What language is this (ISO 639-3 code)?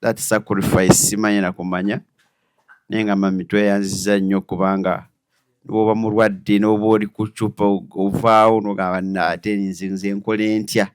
lug